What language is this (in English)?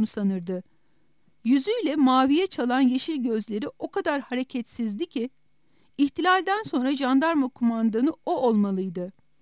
Turkish